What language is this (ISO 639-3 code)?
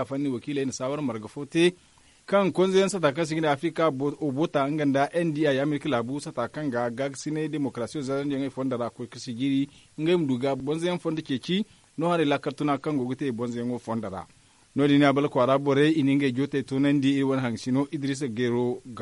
dje